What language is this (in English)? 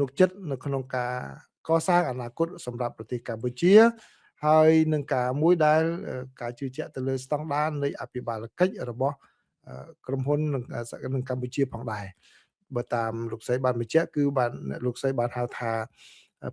Khmer